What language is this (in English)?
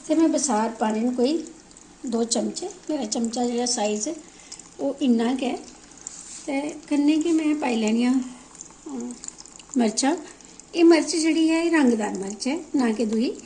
Dogri